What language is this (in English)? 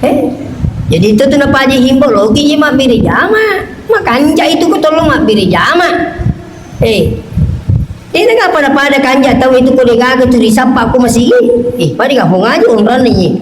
Buginese